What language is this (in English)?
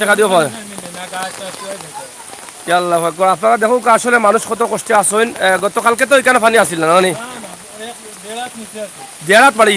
Sylheti